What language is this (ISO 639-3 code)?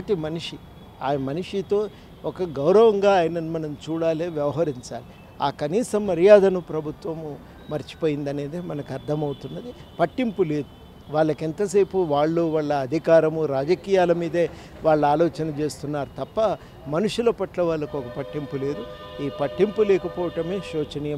tel